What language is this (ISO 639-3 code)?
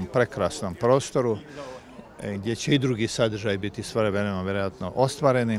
hrv